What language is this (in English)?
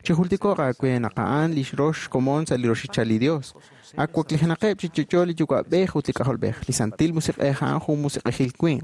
Kekchí